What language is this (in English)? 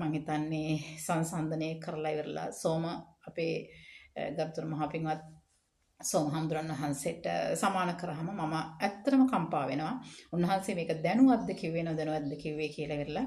Sinhala